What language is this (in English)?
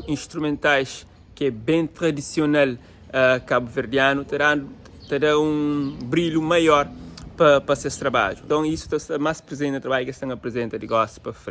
Kabuverdianu